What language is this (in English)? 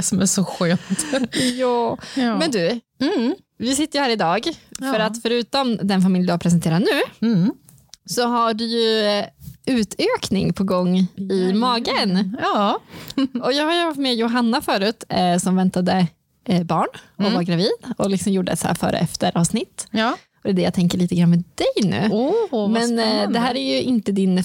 Swedish